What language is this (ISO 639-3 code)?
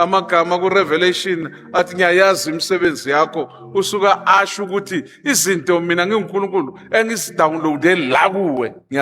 zul